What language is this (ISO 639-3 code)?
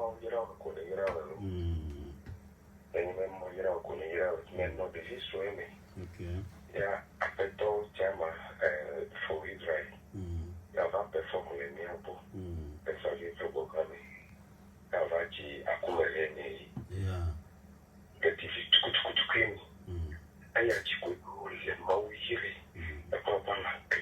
ewe